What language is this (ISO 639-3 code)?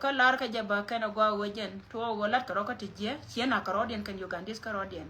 nus